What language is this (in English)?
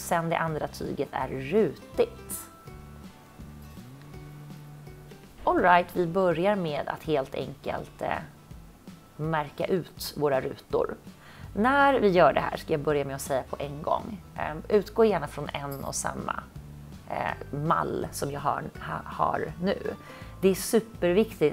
Swedish